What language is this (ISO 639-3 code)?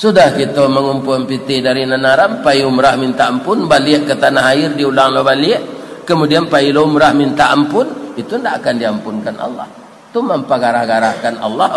min